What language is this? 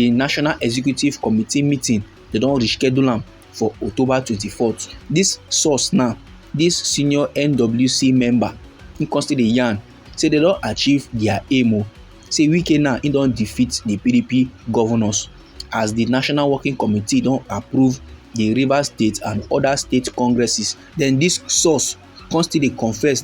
Nigerian Pidgin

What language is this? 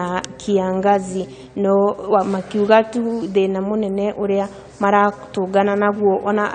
Kikuyu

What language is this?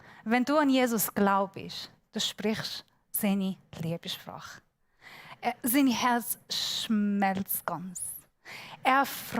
Swiss German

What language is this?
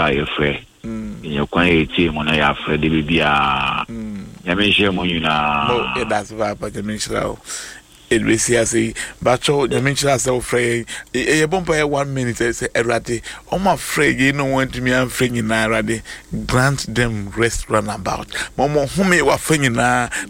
Akan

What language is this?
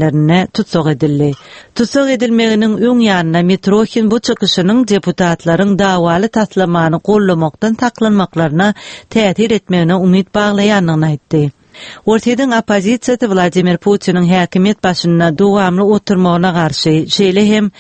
Turkmen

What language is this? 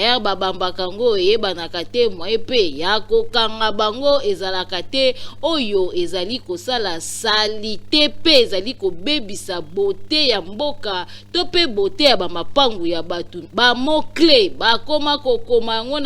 Lingala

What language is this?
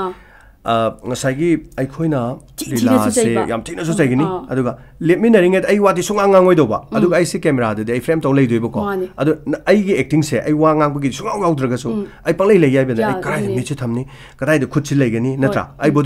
Manipuri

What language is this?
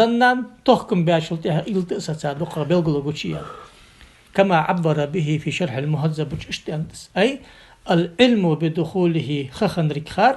Ingush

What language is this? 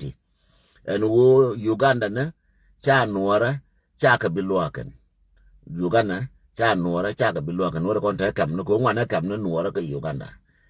Nuer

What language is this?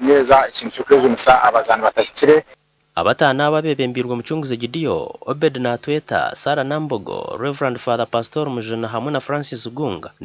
Nyankole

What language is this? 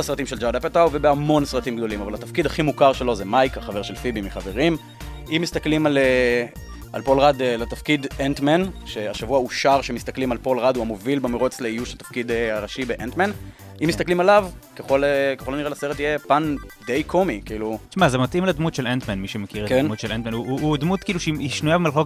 Hebrew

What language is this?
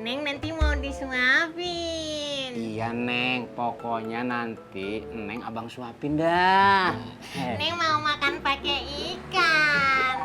Betawi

